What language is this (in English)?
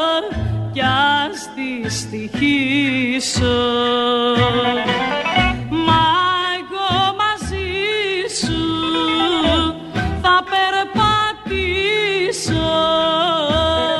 Greek